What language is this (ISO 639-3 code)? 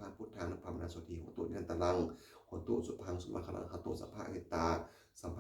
pli